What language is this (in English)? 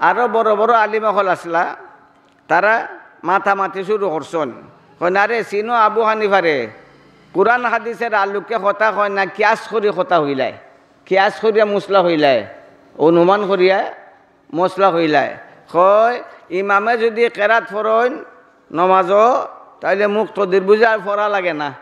Sylheti